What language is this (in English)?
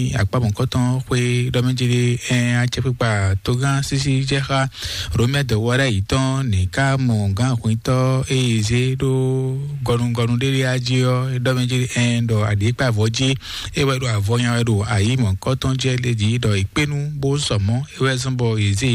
Fon